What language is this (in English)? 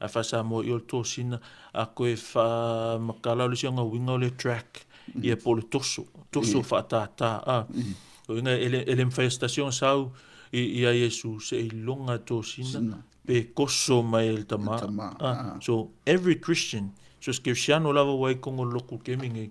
Samoan